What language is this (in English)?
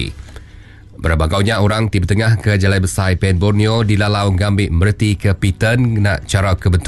Iban